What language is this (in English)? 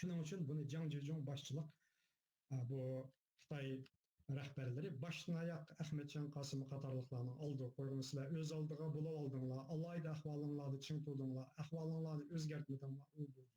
Uyghur